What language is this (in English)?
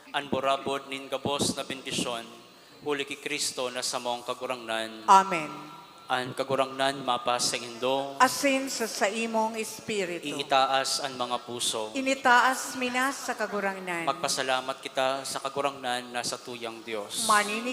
Bikol